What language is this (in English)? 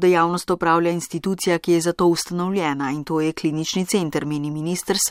Slovenian